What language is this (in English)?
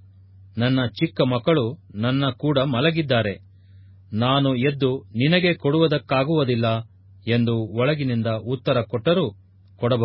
Kannada